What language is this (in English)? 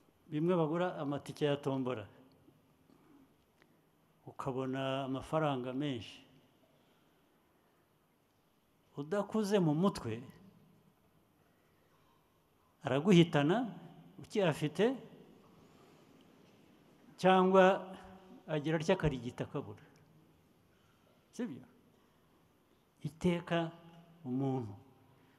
Kinyarwanda